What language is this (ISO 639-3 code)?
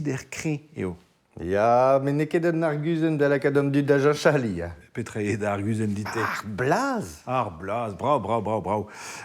bre